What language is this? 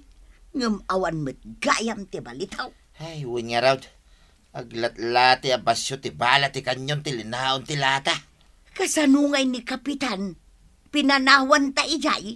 Iloko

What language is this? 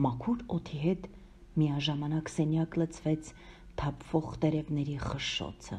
Armenian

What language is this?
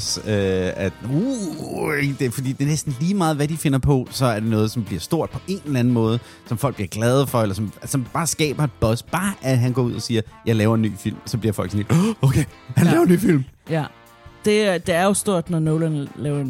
Danish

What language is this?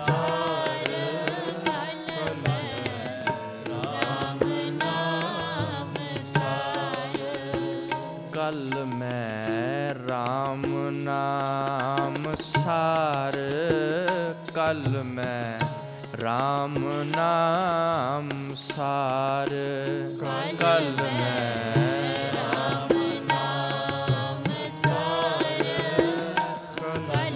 Punjabi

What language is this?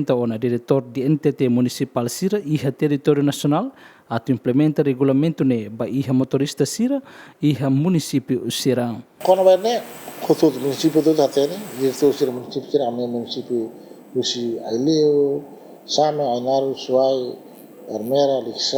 Tetum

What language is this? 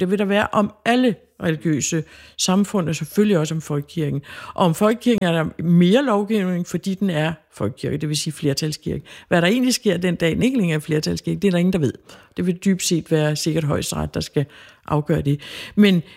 Danish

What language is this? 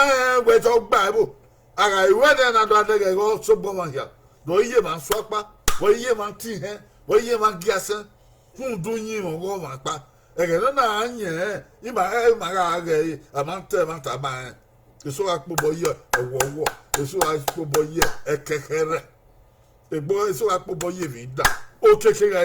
Bini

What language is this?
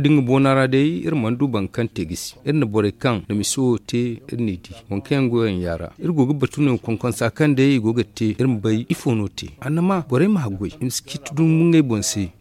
Zarma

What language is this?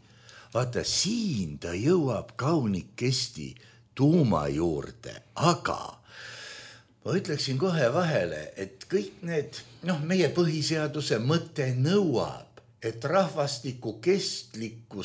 Estonian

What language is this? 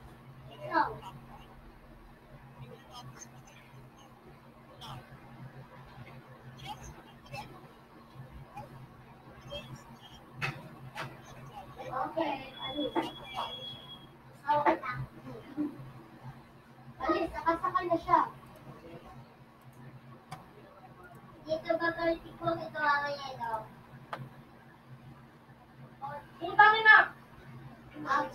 Filipino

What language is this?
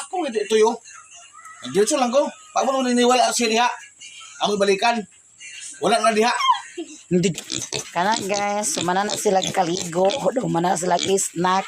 Cebuano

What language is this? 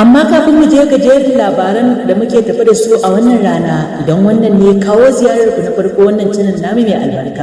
Hausa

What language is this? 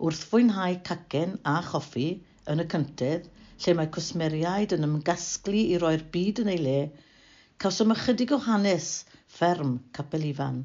Welsh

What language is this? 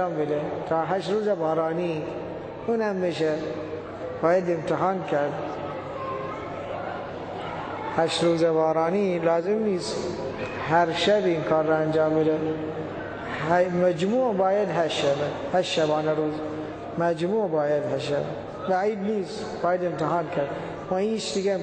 Persian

